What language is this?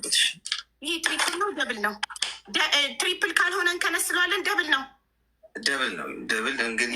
Amharic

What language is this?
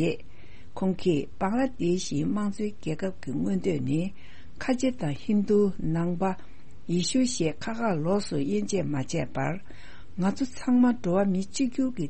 Tibetan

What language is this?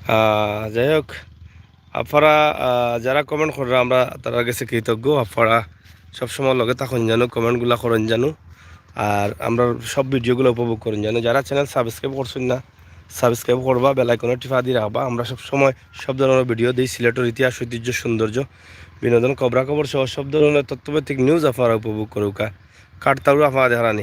Sylheti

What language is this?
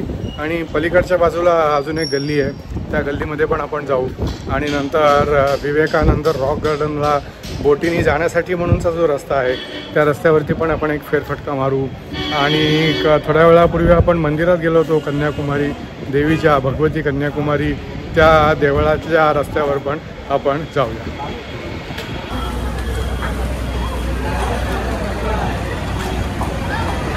Marathi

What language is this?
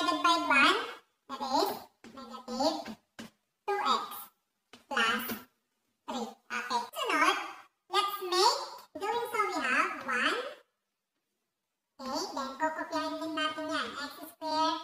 Filipino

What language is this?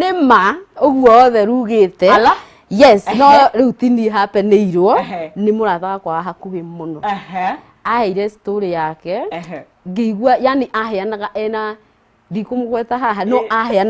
Kikuyu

